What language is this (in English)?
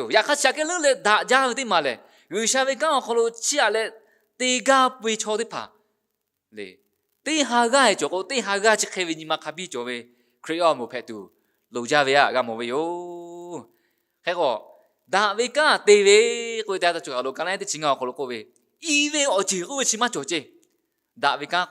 Lahu